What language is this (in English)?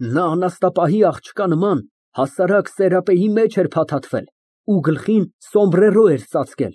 Armenian